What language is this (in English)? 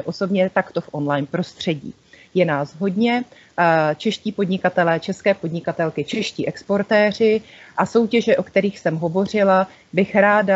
Czech